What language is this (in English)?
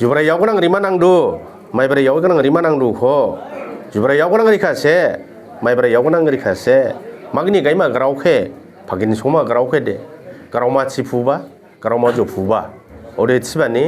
Dimasa